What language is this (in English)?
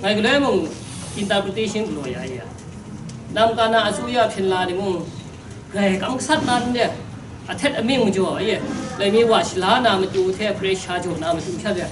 Kachin